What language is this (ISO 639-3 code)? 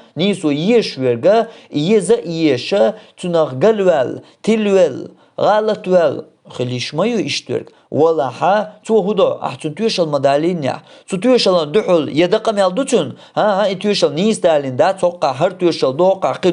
che